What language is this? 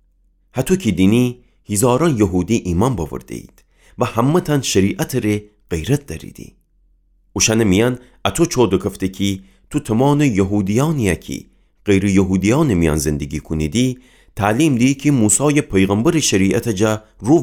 Gilaki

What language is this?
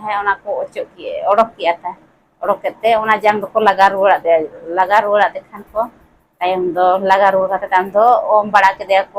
Santali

